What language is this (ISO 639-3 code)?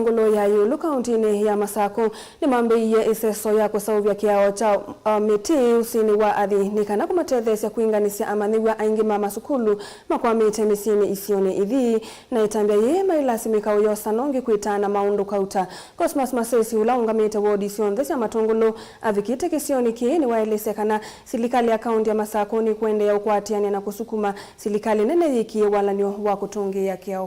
kam